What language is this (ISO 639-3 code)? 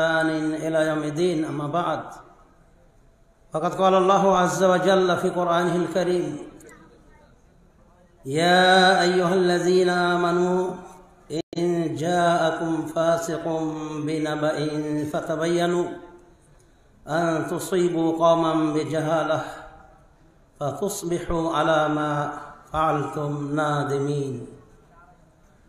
ben